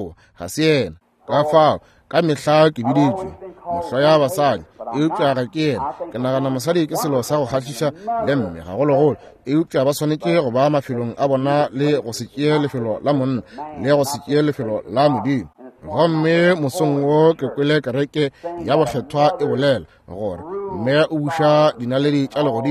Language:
Northern Sotho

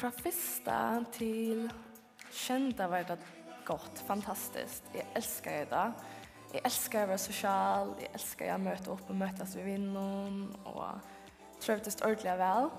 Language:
Faroese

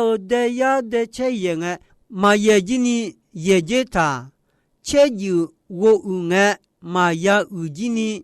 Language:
Akha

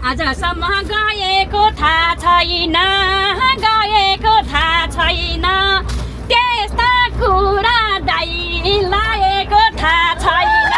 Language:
Nepali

